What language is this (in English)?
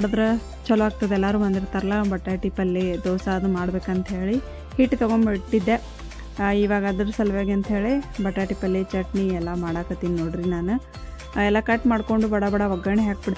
Kannada